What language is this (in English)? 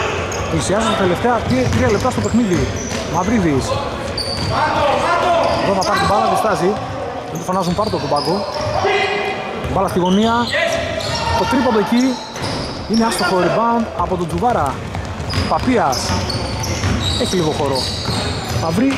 Greek